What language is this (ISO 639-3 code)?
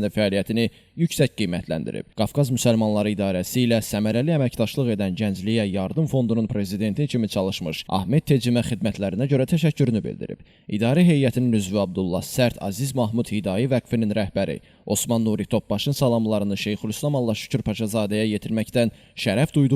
aze